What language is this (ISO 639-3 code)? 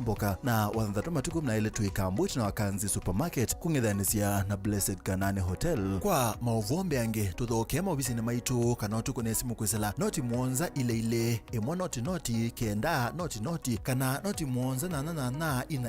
kam